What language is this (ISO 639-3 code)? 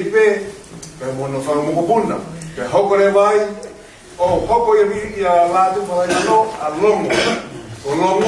ton